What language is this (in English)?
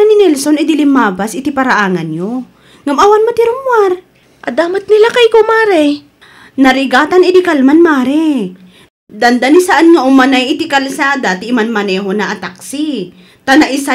Iloko